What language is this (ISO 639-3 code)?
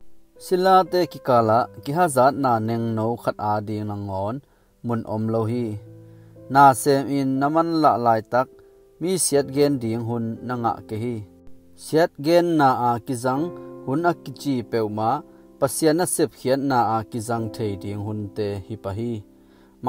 ctd